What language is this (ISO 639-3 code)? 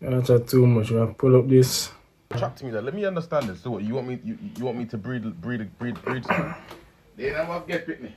jam